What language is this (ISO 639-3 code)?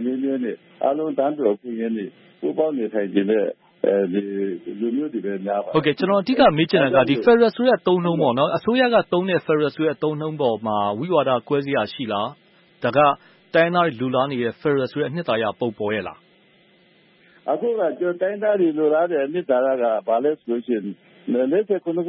mya